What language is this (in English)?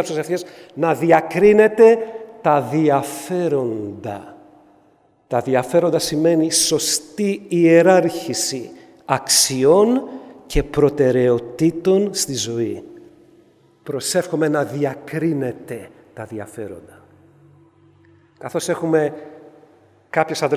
Greek